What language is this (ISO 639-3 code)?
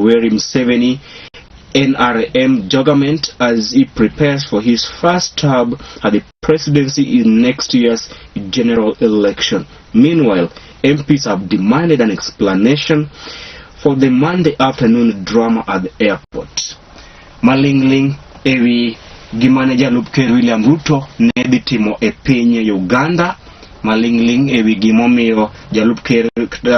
luo